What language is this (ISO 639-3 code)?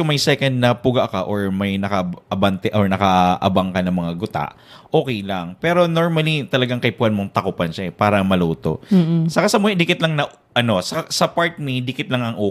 bik